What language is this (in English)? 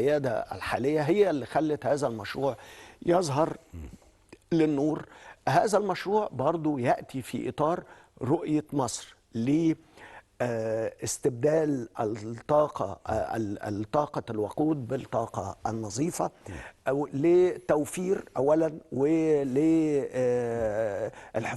Egyptian Arabic